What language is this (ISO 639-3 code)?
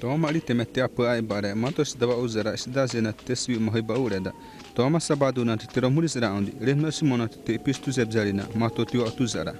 xav